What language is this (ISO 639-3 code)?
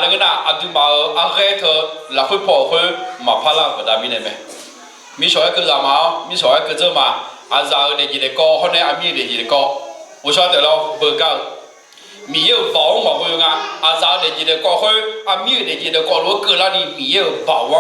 ahk